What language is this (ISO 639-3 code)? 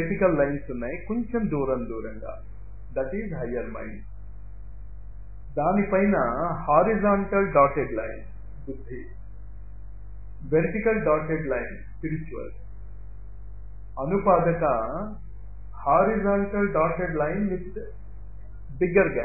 tel